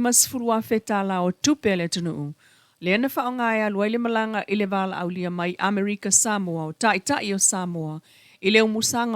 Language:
Samoan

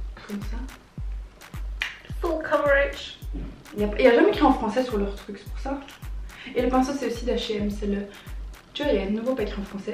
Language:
French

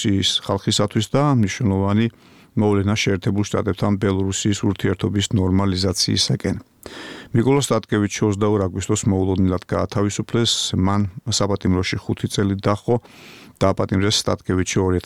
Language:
Georgian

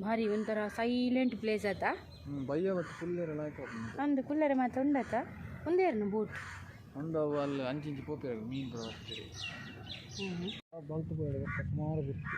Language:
Tulu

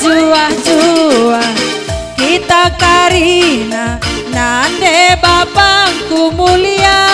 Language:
Batak Karo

